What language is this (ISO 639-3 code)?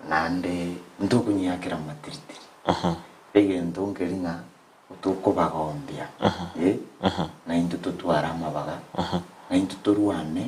guz